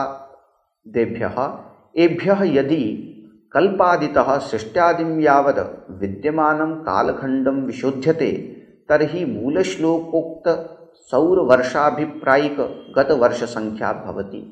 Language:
Sanskrit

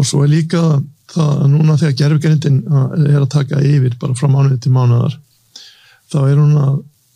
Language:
Icelandic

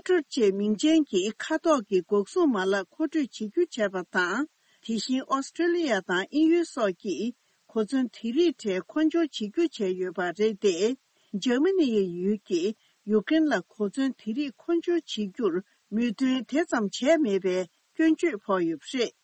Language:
Tibetan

